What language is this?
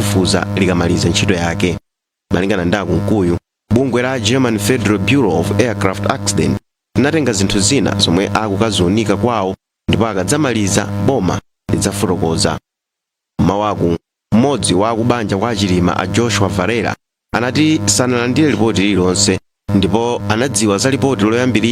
Nyanja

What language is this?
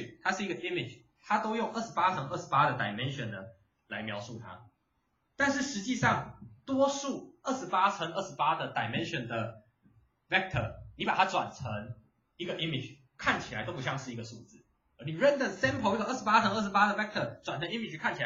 Chinese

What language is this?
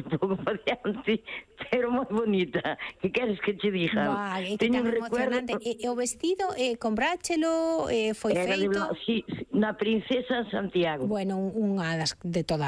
Galician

